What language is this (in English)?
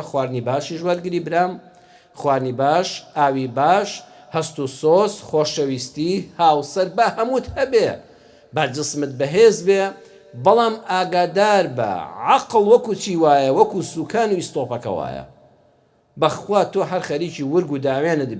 Central Kurdish